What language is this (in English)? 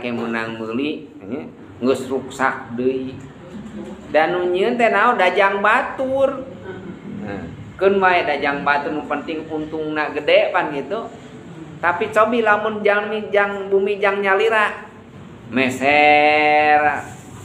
Sundanese